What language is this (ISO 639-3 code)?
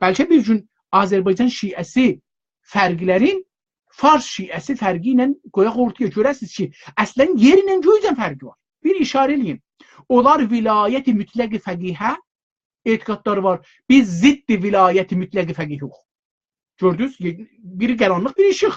azb